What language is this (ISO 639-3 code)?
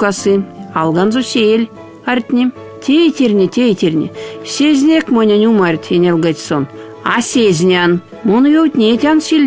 myv